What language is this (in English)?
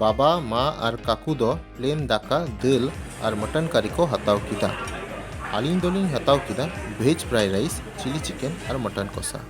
Santali